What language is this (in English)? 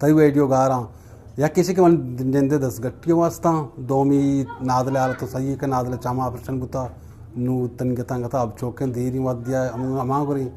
Eastern Balochi